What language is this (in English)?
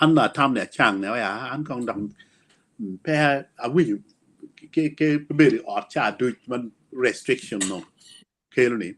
Acoli